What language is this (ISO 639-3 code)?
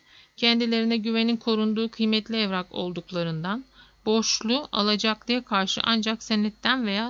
tur